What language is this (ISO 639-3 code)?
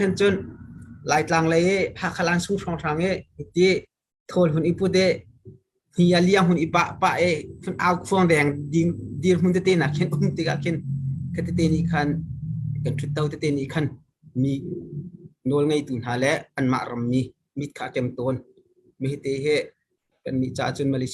cnh